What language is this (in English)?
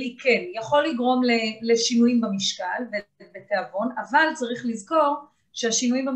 Hebrew